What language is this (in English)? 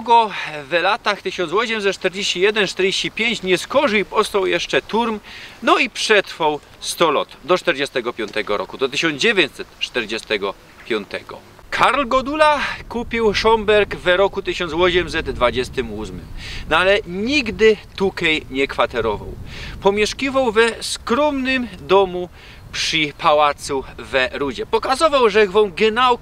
Silesian